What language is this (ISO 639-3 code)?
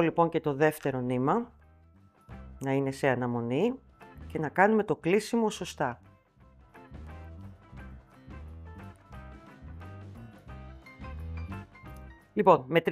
ell